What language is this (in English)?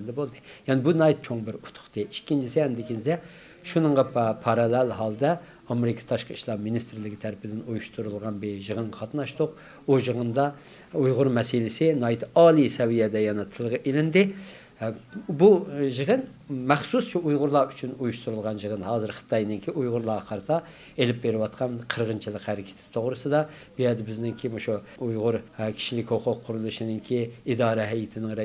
Uyghur